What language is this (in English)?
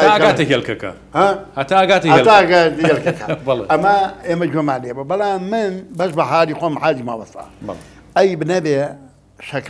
Central Kurdish